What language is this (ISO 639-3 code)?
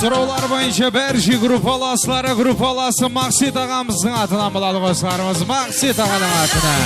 kaa